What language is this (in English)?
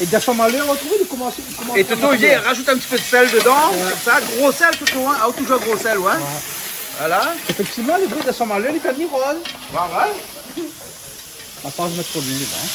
Réunion Creole French